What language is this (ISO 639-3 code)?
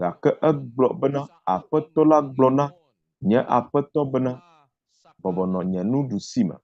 ewe